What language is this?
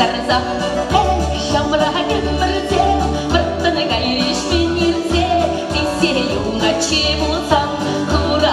Chuvash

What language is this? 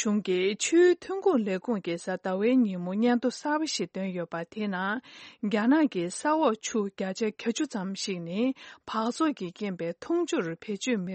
Tibetan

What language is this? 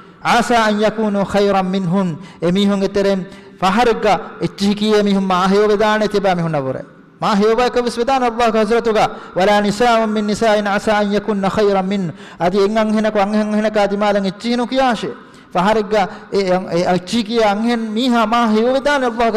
Divehi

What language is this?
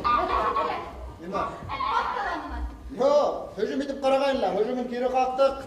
Bashkir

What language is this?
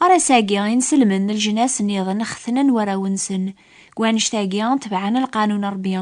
Kabyle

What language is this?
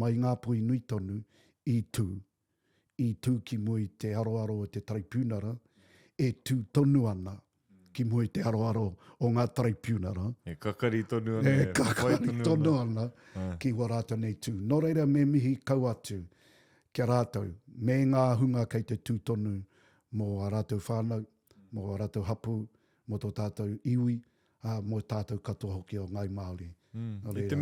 Māori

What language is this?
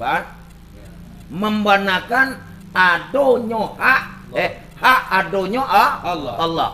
Minangkabau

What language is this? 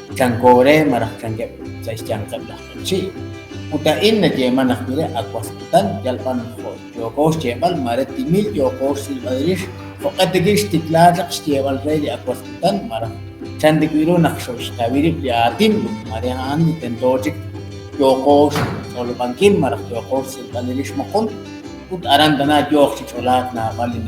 Kekchí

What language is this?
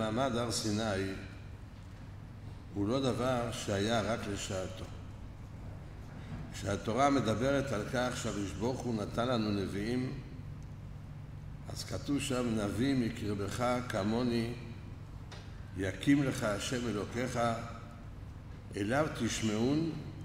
Hebrew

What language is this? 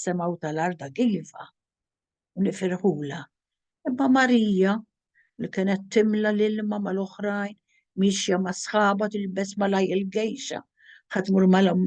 Maltese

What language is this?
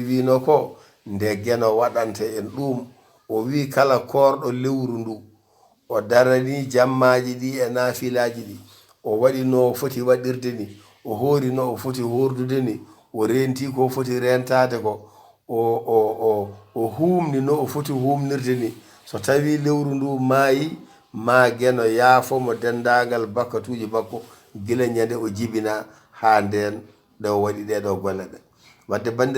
Fula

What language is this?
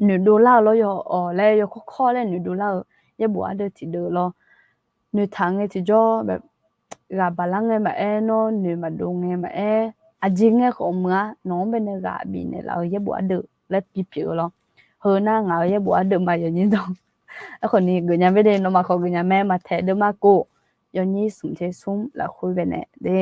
Akha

